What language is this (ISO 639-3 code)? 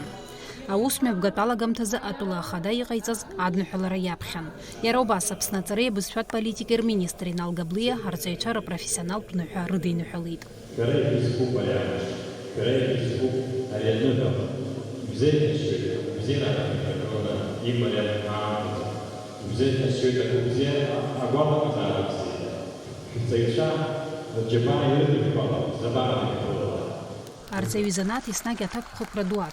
abk